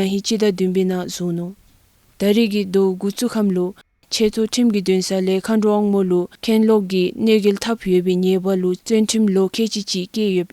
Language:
Dzongkha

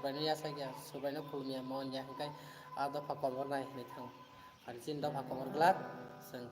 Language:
Kok Borok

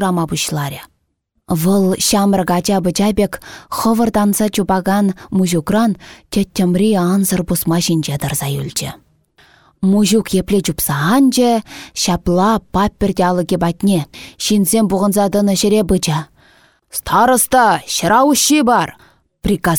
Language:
Chuvash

